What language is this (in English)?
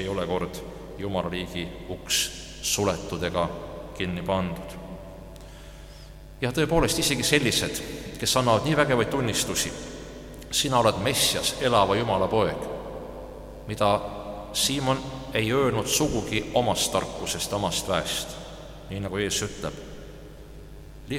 Estonian